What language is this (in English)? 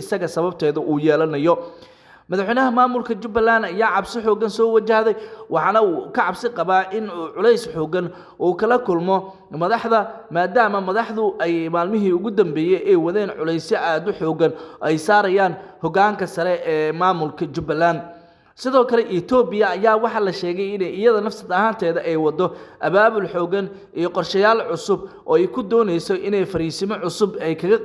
Somali